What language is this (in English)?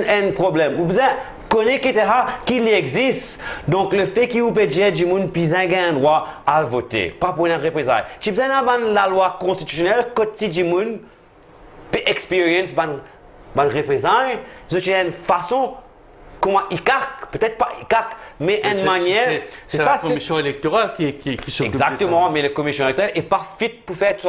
Morisyen